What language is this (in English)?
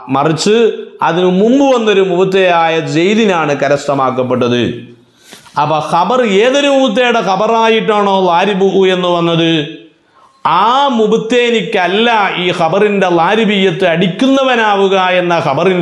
Malayalam